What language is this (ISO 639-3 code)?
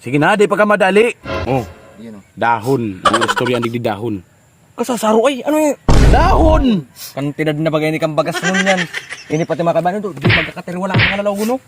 bik